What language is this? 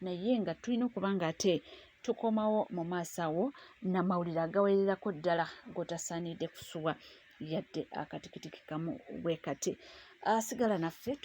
Ganda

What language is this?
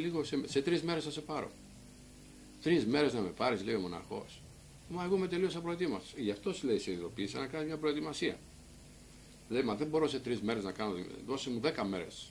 Greek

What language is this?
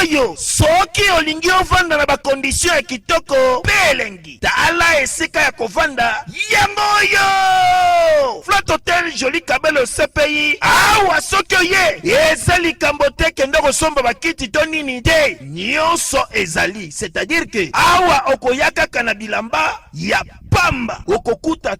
Lingala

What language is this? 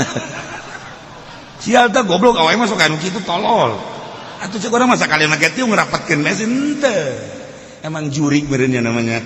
Sundanese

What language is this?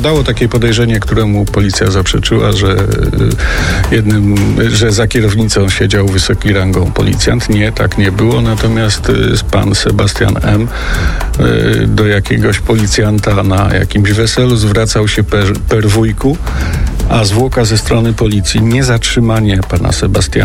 Polish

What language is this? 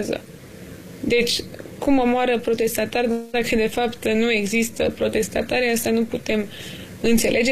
Romanian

